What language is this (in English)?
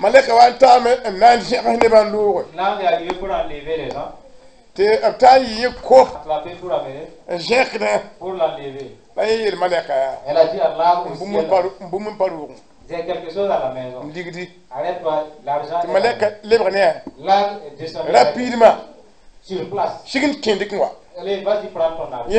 Mossi